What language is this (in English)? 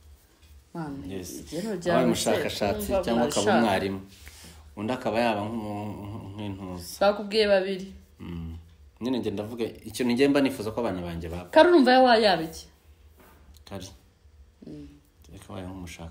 Kinyarwanda